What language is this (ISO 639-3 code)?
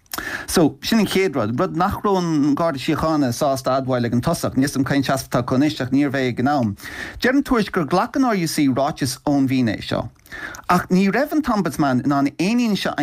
gle